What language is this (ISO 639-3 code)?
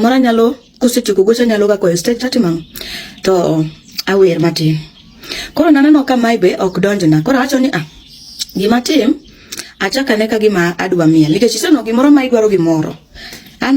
luo